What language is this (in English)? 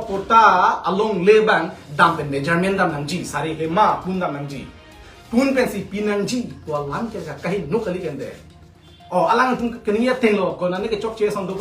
Karbi